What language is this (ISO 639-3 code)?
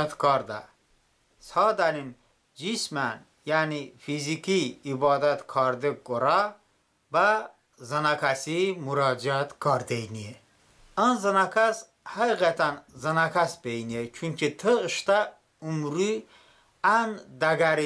tly